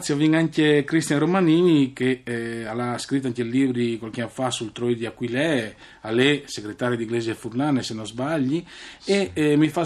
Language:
Friulian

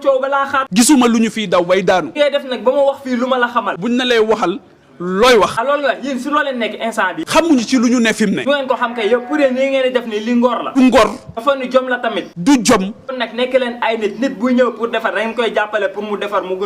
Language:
Wolof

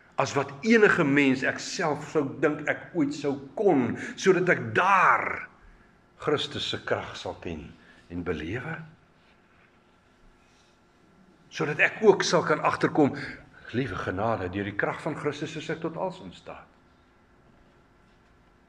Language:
Afrikaans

